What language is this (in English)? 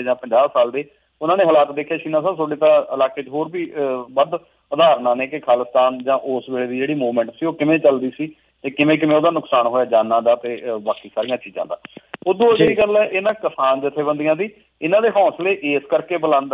Punjabi